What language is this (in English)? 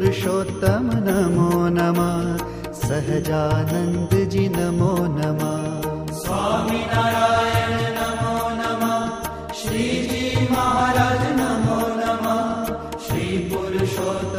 Hindi